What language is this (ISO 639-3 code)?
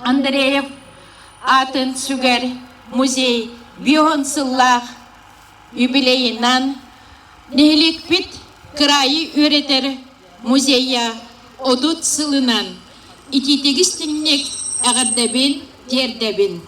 sah